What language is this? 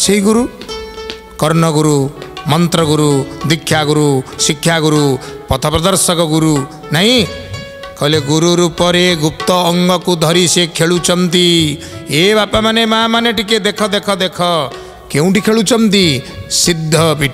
Odia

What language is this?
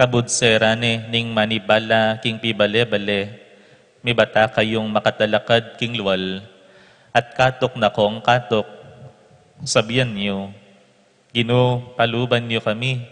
Pampanga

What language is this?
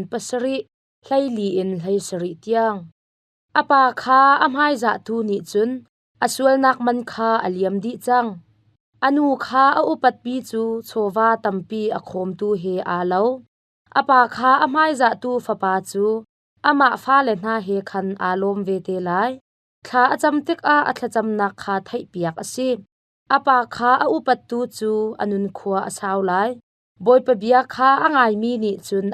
Hakha Chin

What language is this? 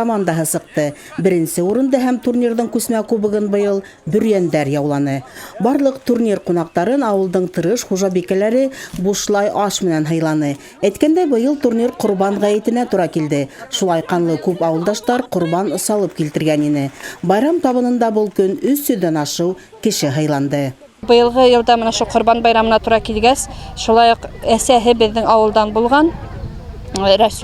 Bashkir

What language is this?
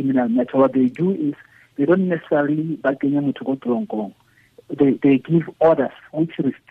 Tswana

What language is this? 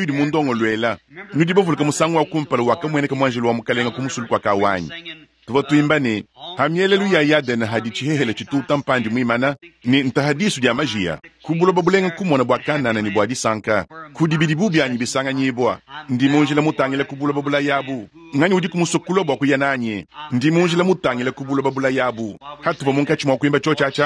Luba-Lulua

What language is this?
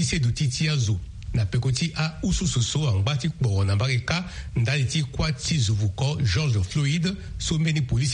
Sango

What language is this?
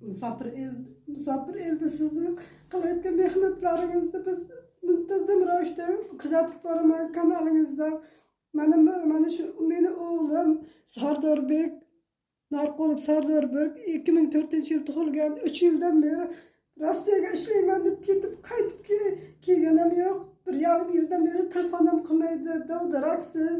Uzbek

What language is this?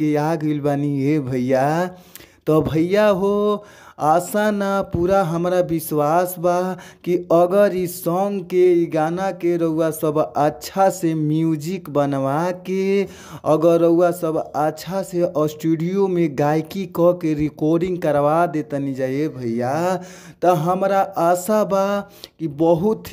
Bhojpuri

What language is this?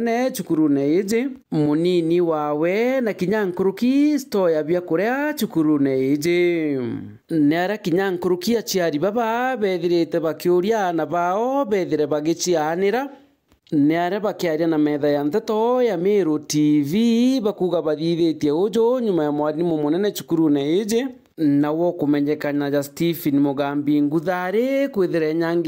Meru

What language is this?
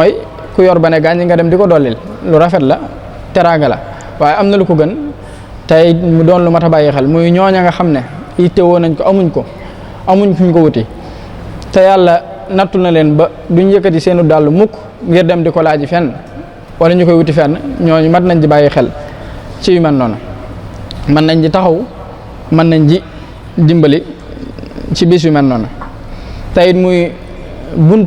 Wolof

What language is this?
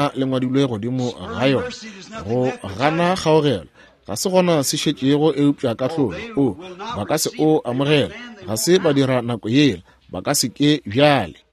Northern Sotho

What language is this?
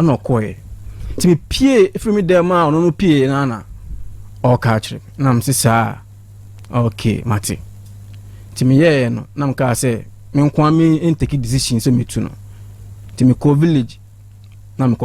Akan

